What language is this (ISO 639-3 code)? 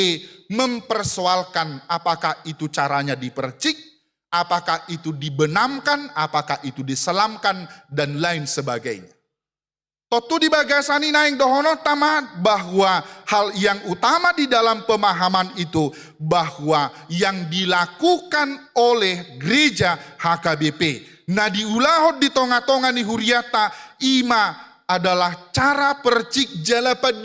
bbc